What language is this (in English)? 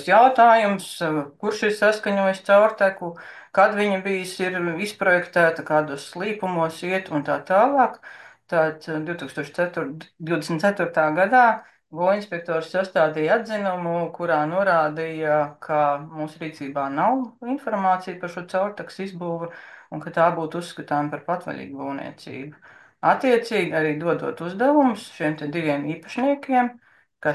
Latvian